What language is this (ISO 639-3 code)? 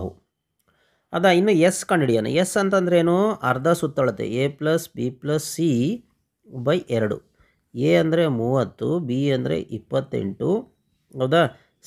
kan